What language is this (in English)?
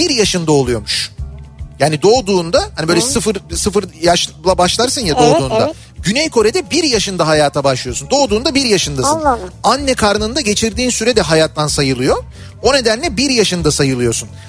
Turkish